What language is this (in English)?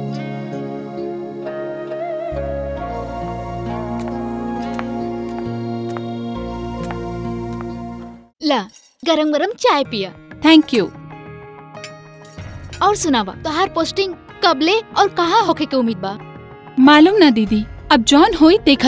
Bhojpuri